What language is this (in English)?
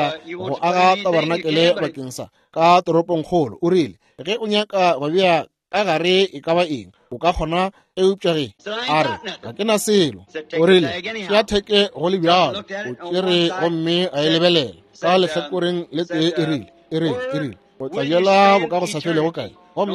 Northern Sotho